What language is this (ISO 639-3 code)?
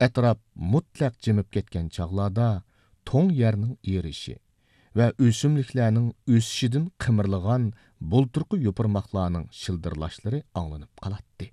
uig